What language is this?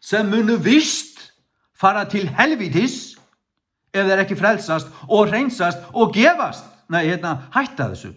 Faroese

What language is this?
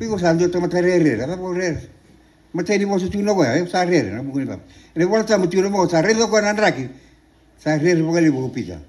Fijian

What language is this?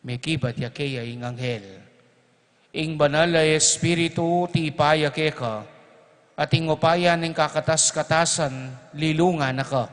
Pampanga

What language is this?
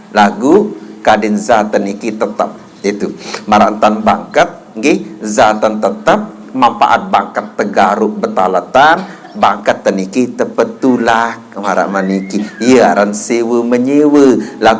Sasak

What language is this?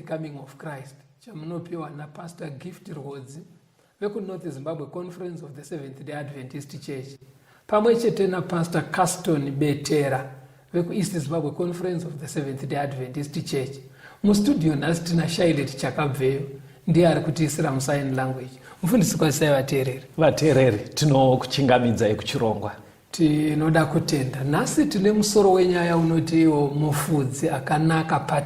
Shona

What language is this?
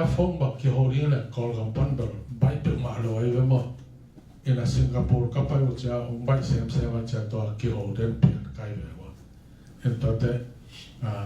Tedim Chin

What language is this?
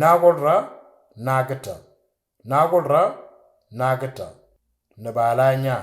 Moro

